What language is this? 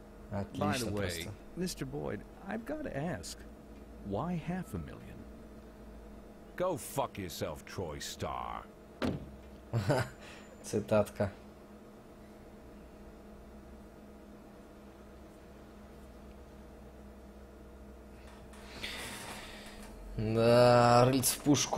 Russian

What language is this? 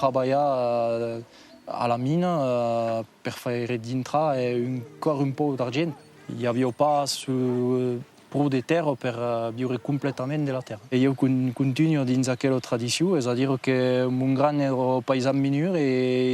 Occitan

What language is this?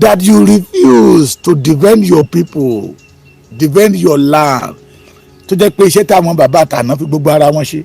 Yoruba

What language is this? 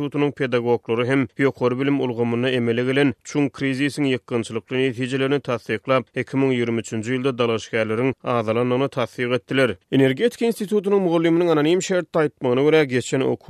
Turkmen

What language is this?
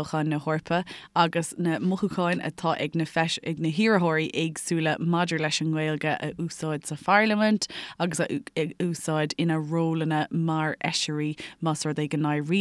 Irish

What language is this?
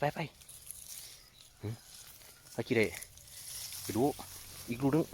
Northeastern Thai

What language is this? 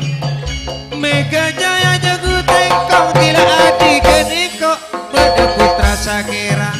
Madurese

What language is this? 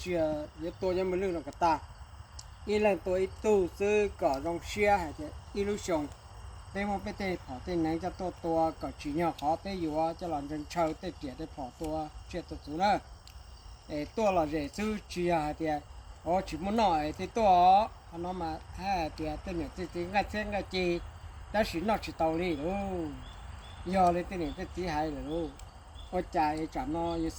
Hmong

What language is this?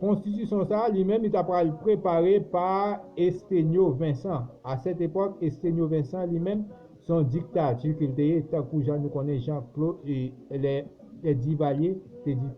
Haitian Creole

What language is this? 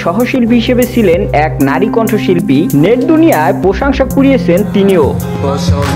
Bangla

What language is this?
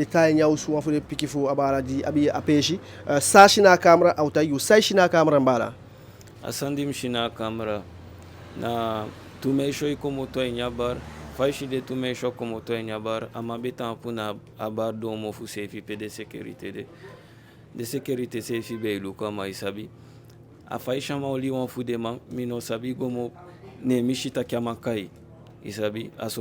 Eastern Maroon Creole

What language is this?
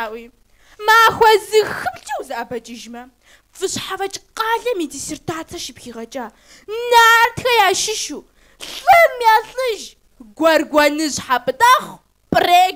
Kabardian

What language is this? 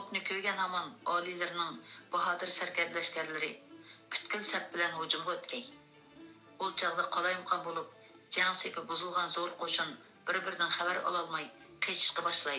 Uyghur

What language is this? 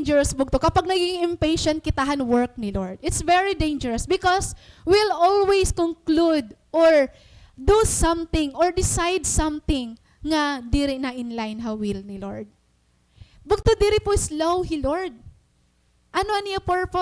Waray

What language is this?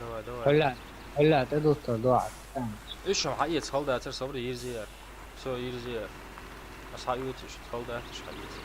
Chechen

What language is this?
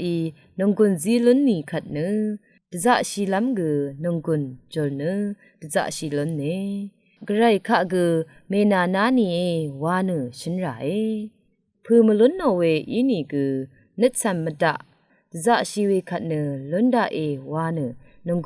Rawang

